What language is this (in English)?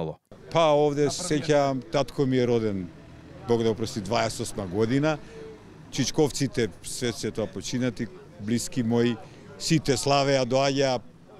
Macedonian